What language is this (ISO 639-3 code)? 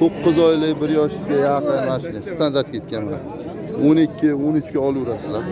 uzb